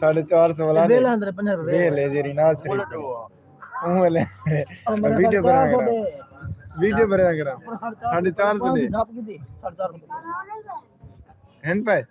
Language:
Saraiki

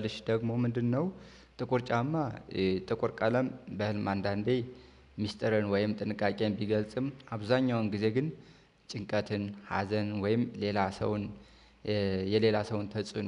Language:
Amharic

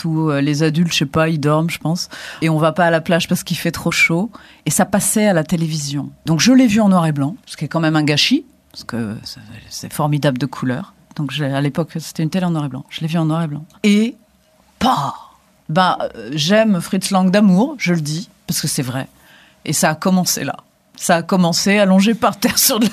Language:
French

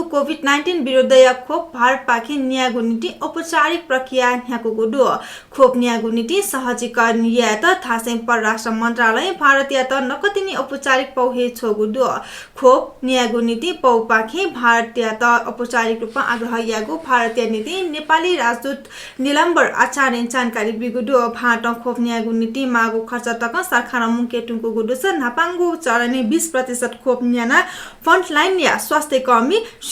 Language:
Newari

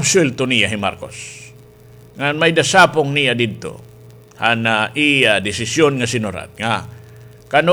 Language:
Waray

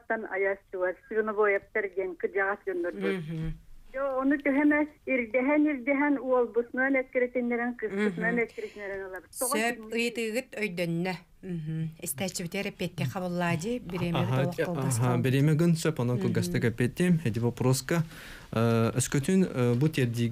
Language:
Yakut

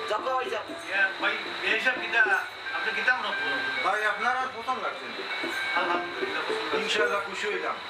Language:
Sylheti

